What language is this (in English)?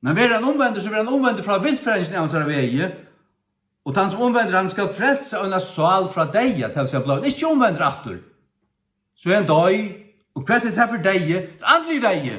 Faroese